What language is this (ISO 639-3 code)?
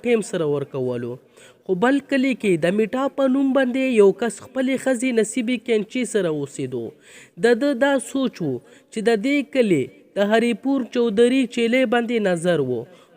pus